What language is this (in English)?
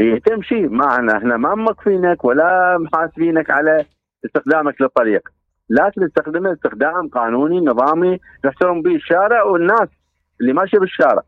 Mesopotamian Arabic